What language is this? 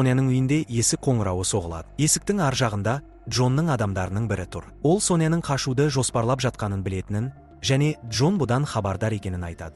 Kazakh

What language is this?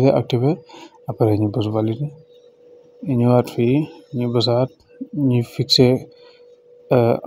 Wolof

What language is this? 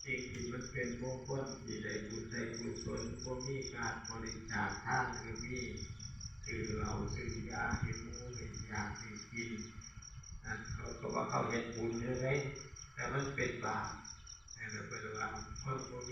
Northeastern Thai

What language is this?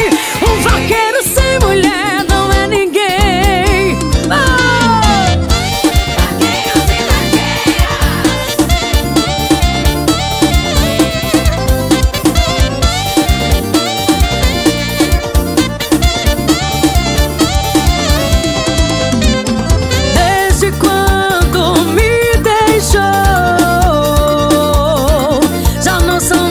Portuguese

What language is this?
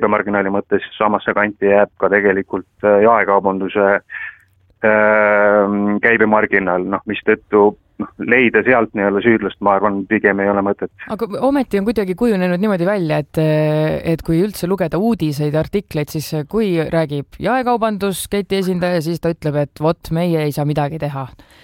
Estonian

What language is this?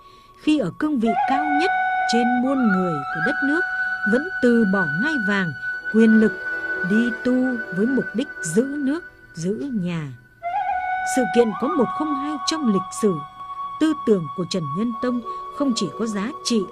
Vietnamese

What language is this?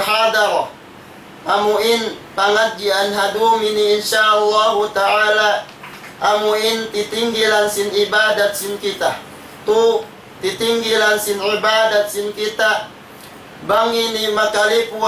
Tausug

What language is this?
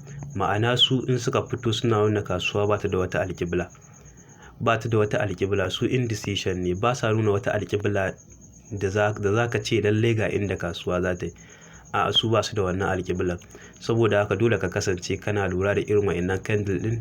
Hausa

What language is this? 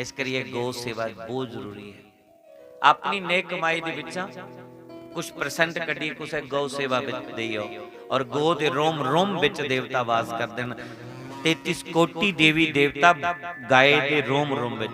Dogri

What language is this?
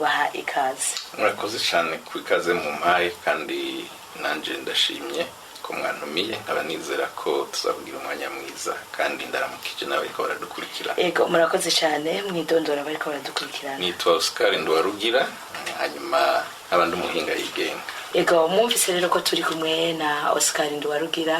Rundi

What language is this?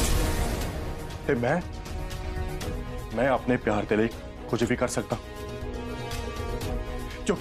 Punjabi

